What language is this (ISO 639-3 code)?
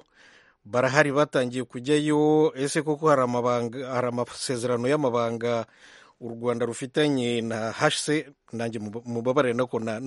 kin